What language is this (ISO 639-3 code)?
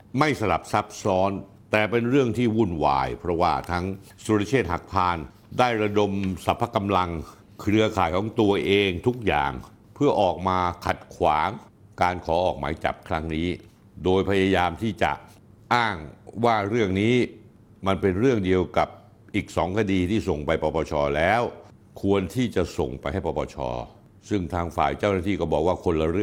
tha